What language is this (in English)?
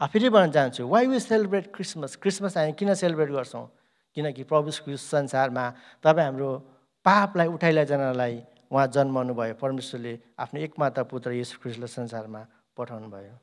Nepali